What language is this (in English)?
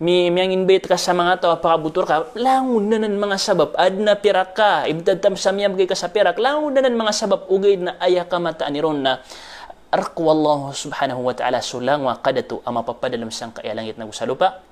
Maranao